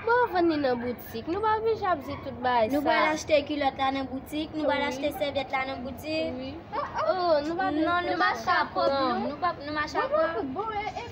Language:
Haitian Creole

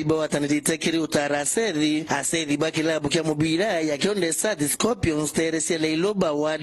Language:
Meru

